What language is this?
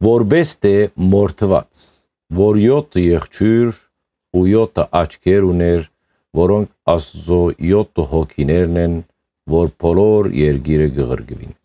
Western Armenian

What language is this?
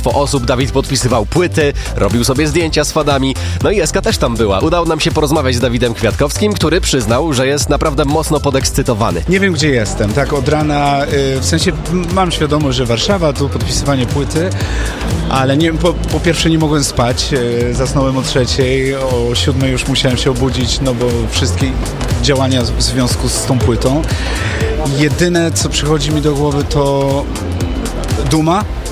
Polish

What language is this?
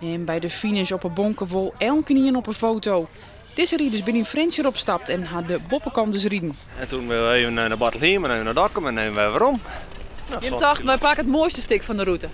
Western Frisian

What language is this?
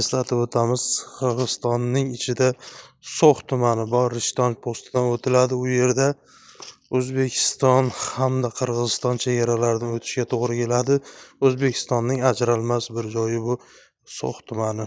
Uzbek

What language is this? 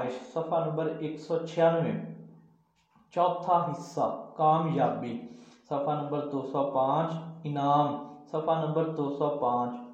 Urdu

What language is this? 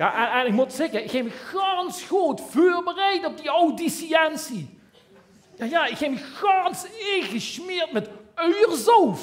Limburgish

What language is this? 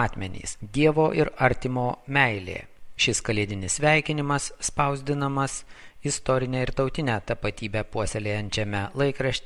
Lithuanian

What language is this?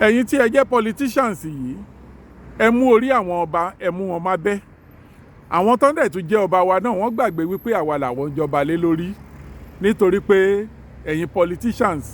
Yoruba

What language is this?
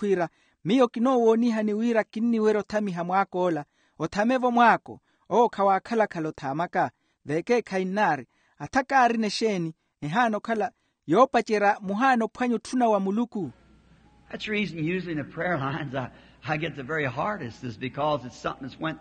Makhuwa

